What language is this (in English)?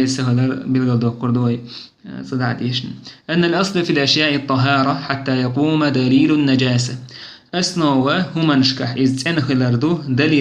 Chechen